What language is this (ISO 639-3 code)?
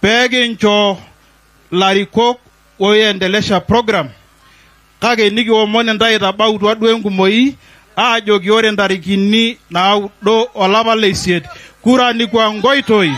mas